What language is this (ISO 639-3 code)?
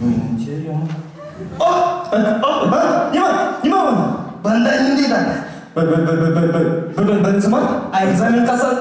bak